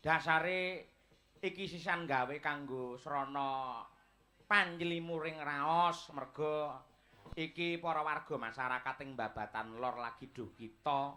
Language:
Javanese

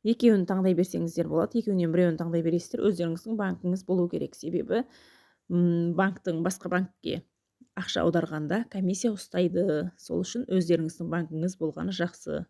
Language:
Kazakh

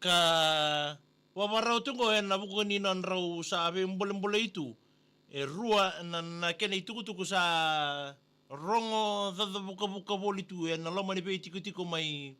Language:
Fijian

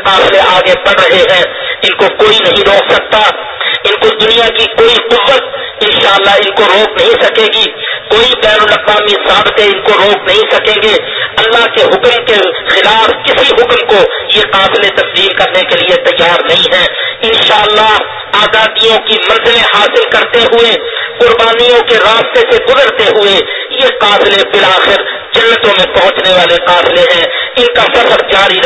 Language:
Urdu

